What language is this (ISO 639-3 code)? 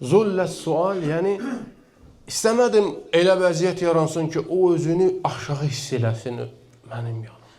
aze